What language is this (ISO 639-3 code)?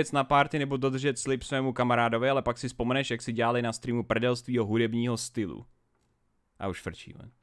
ces